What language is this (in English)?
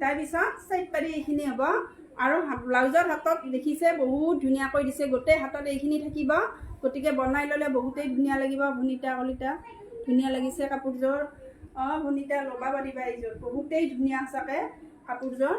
Assamese